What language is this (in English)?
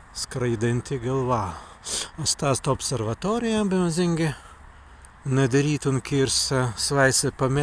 Prussian